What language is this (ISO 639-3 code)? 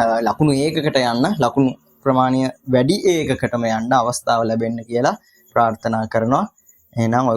sin